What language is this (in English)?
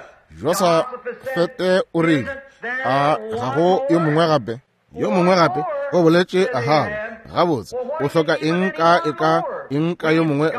Northern Sotho